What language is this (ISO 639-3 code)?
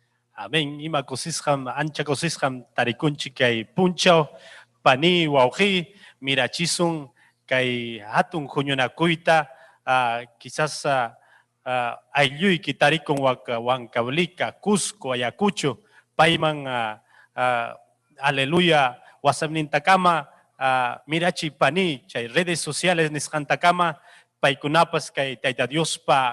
quy